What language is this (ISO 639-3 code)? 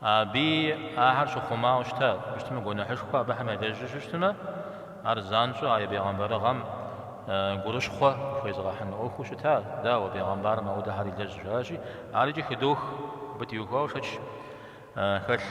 kbd